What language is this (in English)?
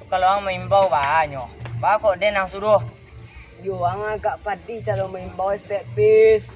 Minangkabau